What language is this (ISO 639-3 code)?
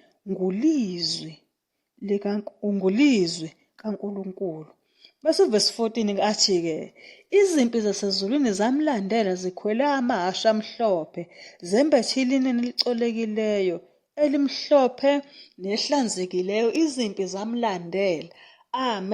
zul